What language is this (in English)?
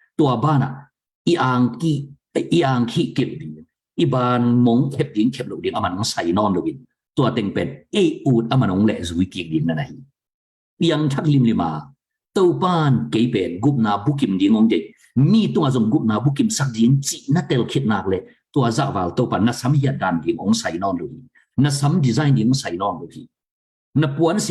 Tedim Chin